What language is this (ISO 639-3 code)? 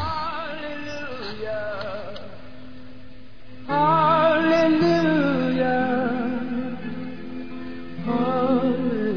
srp